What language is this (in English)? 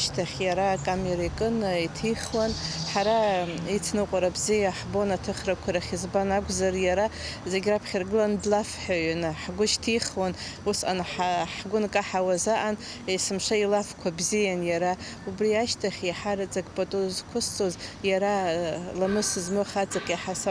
Abkhazian